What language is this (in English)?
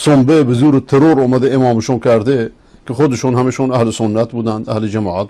Persian